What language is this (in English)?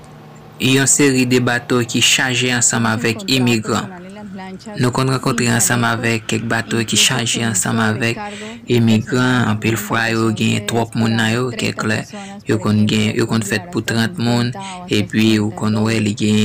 Haitian Creole